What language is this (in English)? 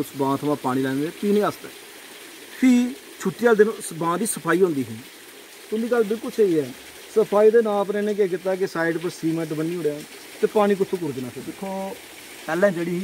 Dogri